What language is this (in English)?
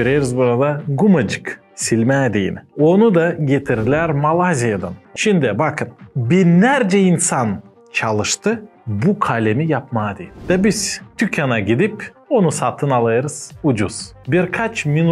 Gagauz